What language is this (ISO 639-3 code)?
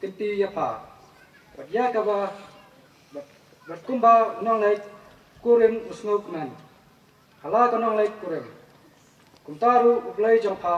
kha